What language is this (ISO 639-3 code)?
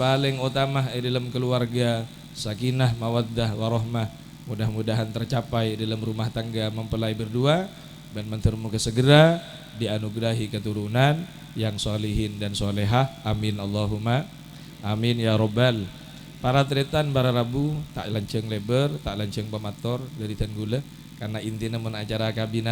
mad